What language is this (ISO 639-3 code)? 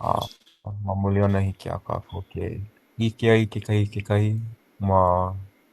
haw